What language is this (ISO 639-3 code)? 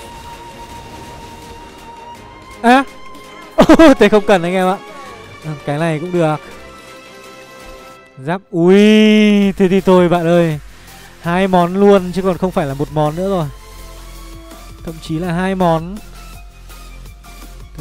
vie